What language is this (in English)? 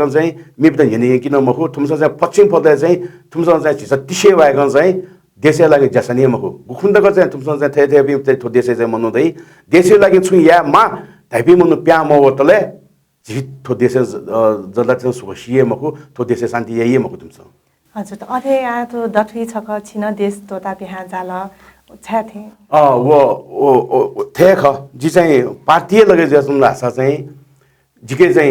Newari